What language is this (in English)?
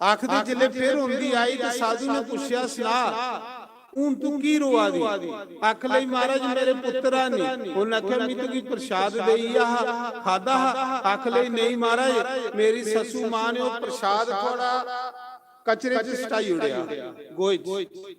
Dogri